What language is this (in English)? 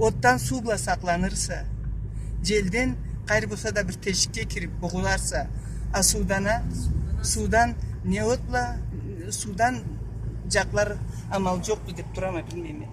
Karachay-Balkar